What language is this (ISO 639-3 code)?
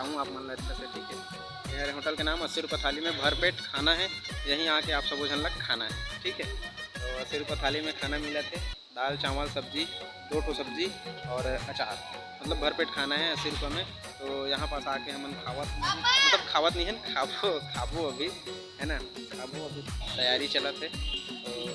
hne